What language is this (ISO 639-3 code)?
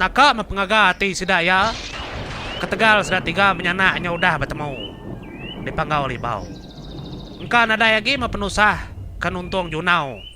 iba